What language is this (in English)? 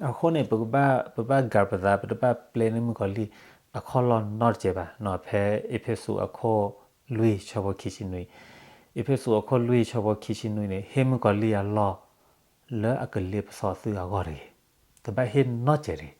S'gaw Karen